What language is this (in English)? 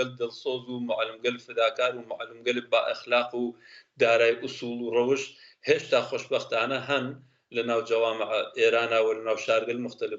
Central Kurdish